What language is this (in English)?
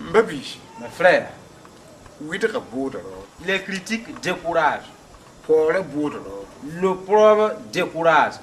Mossi